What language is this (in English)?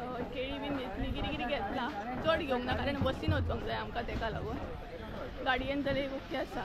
Konkani